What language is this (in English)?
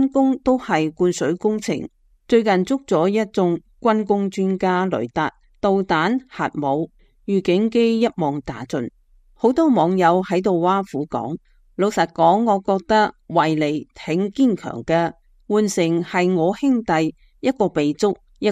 Cantonese